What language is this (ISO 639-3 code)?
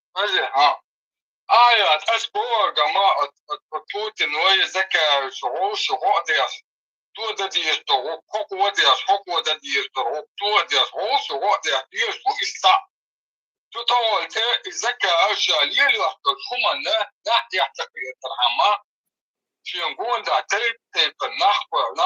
che